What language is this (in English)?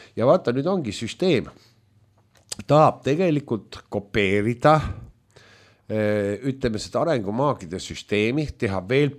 Estonian